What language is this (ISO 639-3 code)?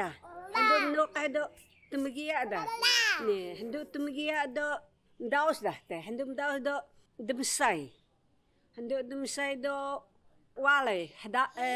trv